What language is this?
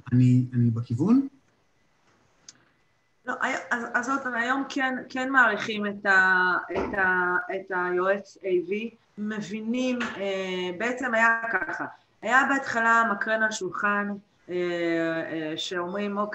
Hebrew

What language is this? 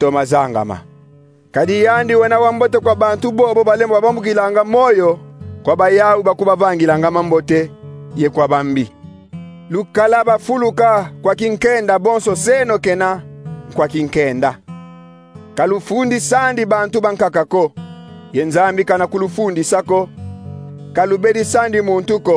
Kongo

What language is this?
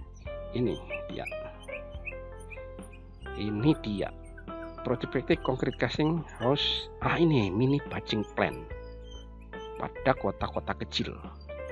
Indonesian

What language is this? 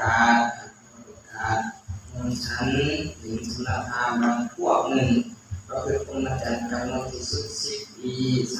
Lao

